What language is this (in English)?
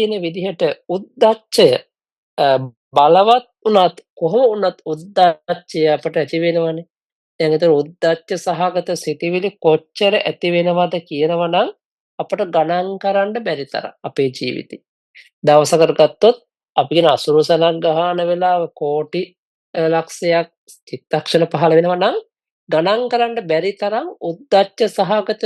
Sinhala